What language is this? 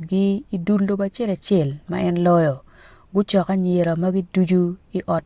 Acoli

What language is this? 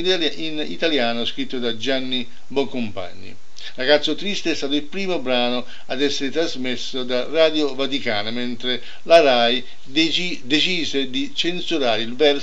Italian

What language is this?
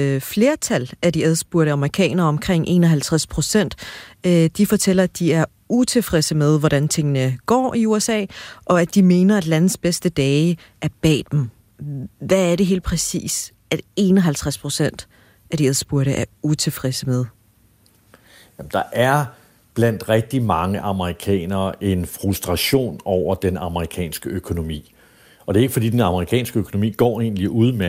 Danish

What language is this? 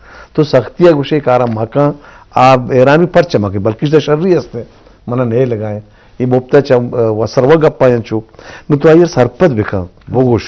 Eastern Balochi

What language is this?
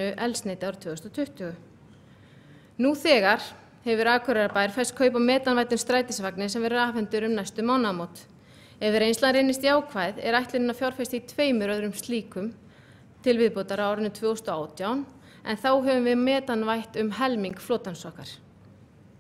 Icelandic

